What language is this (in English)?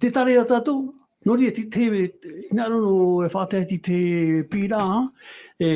Tahitian